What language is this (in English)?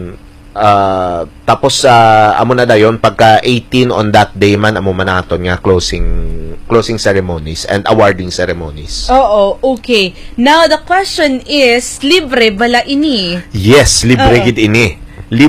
Hiligaynon